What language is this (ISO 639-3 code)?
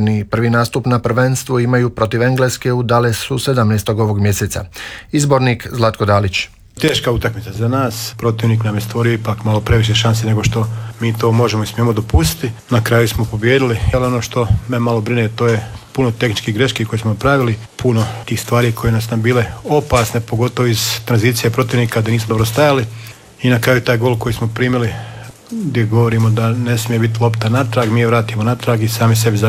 hrv